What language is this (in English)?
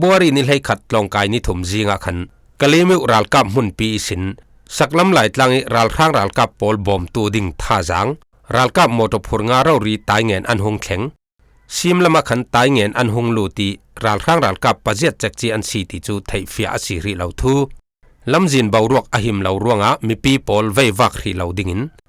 Falam Chin